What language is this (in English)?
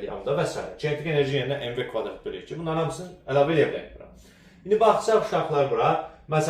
Azerbaijani